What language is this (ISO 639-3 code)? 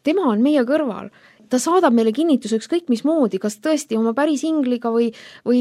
est